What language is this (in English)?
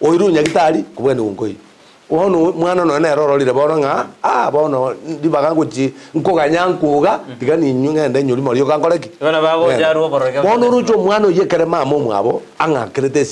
Gusii